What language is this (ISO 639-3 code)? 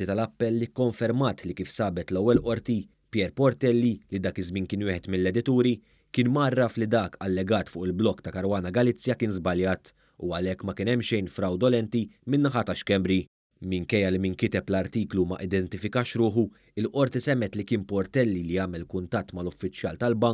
mlt